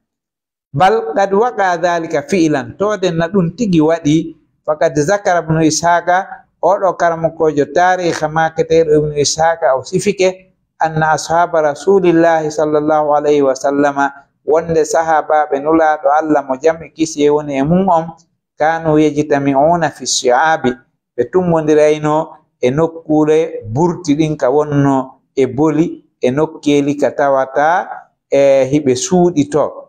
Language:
Fula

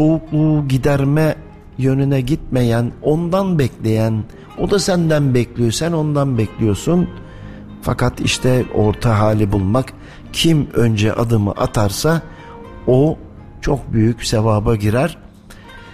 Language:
Turkish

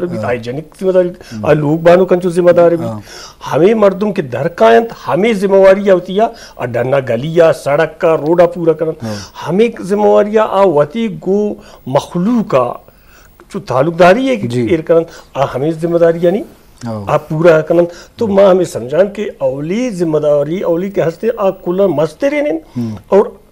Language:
Eastern Balochi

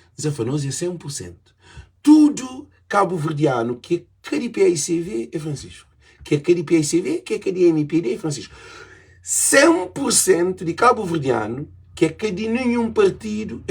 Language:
Kabuverdianu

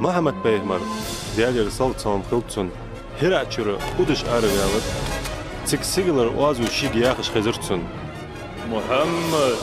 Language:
Ingush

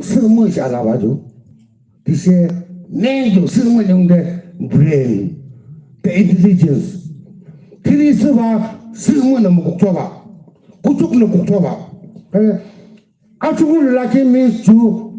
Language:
Yimchungru Naga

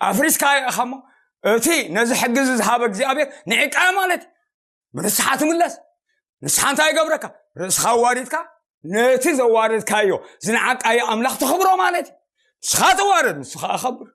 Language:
Tigrinya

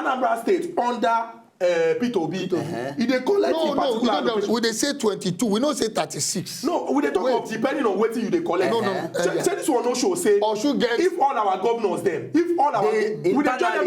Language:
Nigerian Pidgin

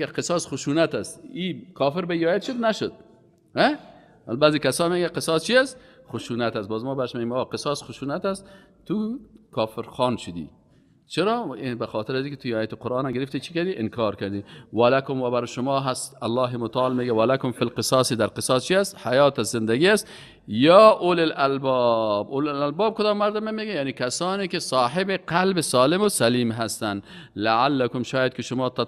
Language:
Persian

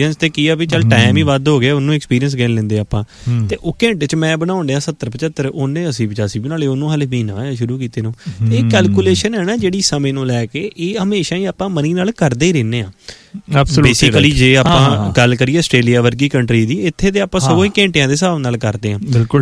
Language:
Punjabi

